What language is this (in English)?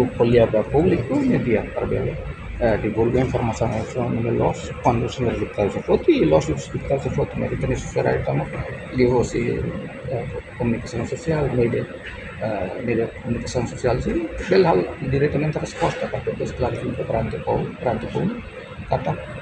Tetum